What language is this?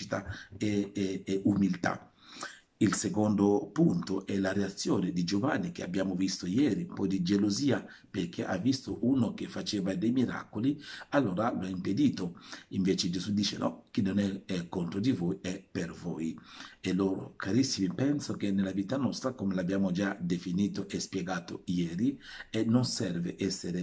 Italian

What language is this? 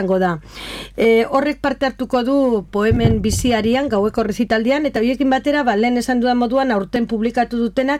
Basque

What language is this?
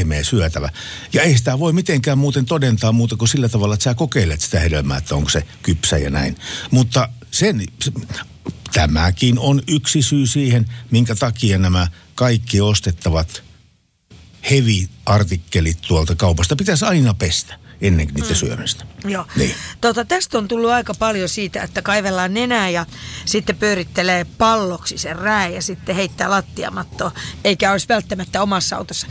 Finnish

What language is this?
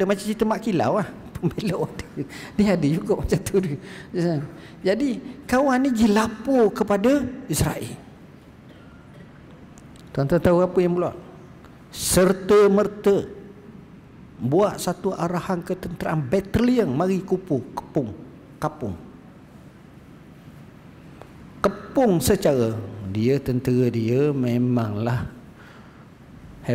Malay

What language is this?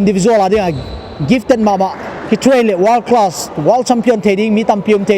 Paite Chin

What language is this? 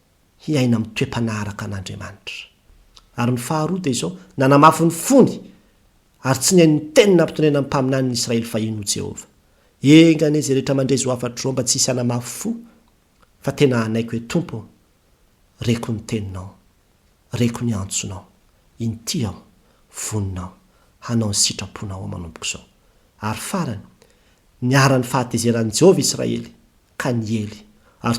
Malagasy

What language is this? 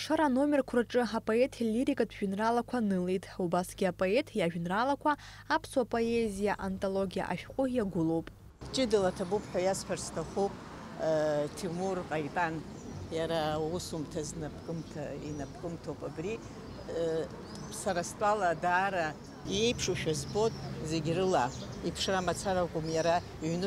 Abkhazian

